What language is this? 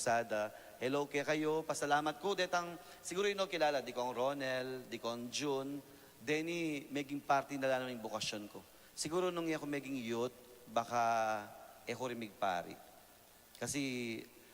Pampanga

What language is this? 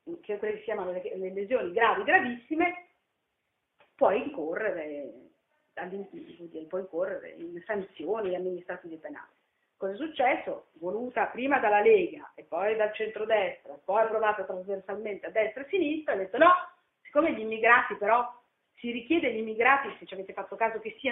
Italian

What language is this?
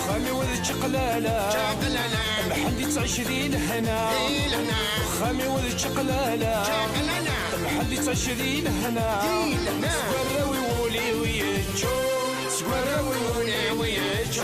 Kabyle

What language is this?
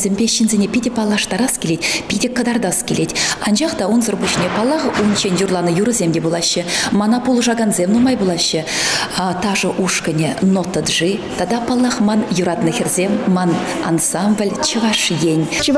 Chuvash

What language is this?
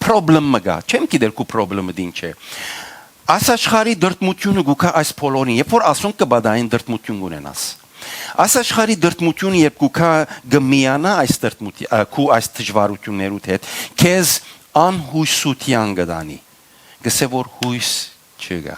Western Armenian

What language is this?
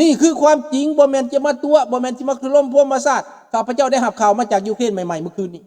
Lao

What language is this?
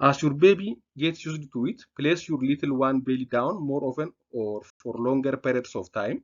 English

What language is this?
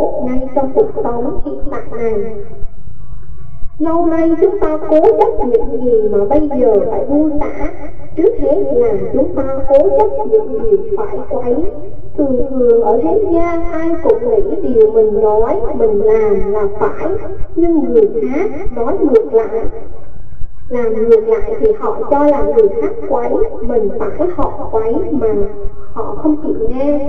Vietnamese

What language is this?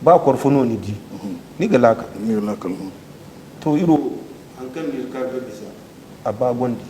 Zarma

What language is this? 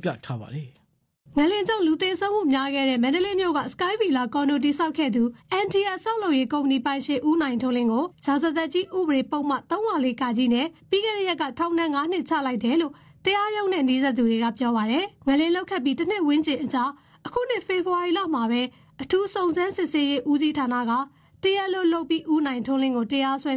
Burmese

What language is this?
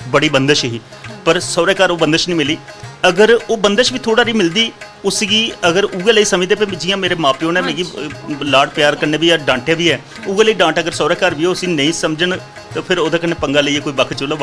Dogri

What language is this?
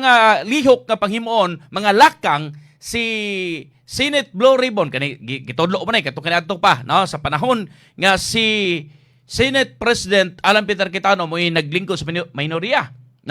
Cebuano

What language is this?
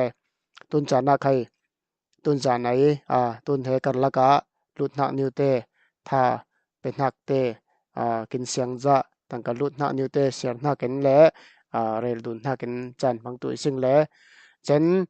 Falam Chin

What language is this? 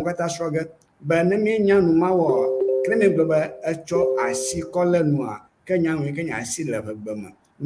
Ewe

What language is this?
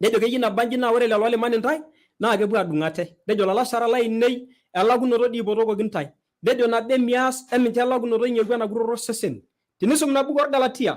Masai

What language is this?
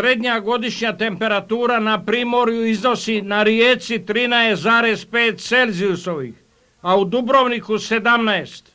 Serbian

